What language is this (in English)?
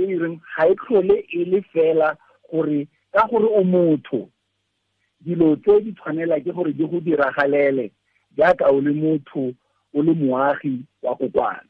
Tswana